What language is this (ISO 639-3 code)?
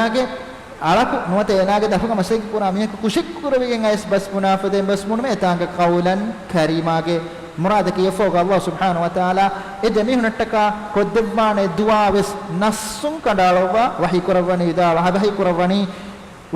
div